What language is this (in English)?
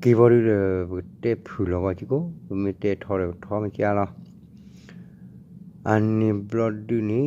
S'gaw Karen